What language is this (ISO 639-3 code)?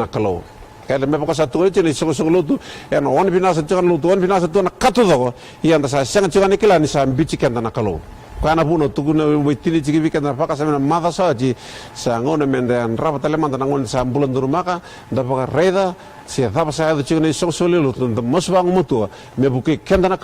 fij